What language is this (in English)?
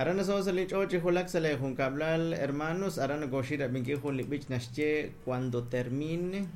Kekchí